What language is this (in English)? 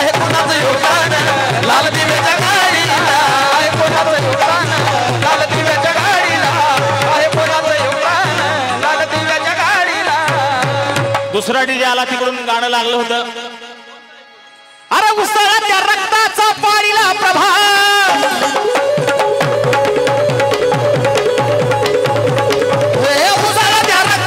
Marathi